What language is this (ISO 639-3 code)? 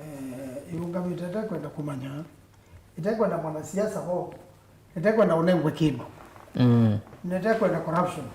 kam